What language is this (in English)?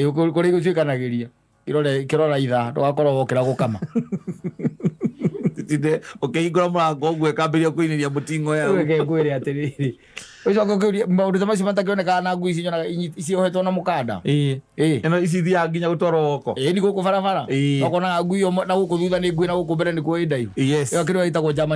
Kikuyu